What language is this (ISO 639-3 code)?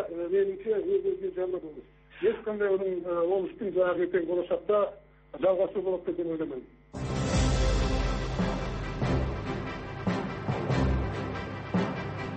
kaz